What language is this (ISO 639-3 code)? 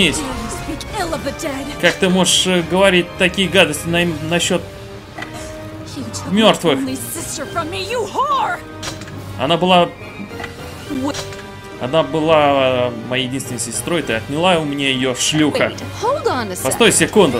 rus